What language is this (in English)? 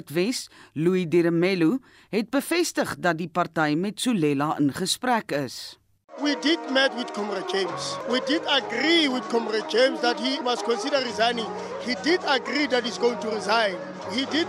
Afrikaans